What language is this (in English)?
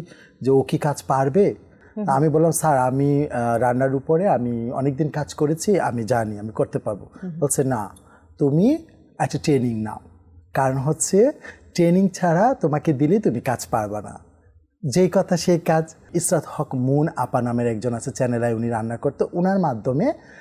Bangla